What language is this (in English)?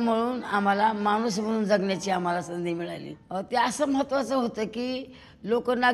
Marathi